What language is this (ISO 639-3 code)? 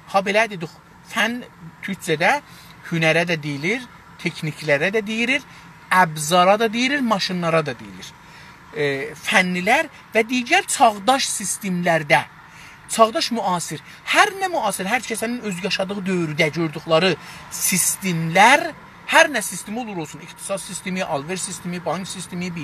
azb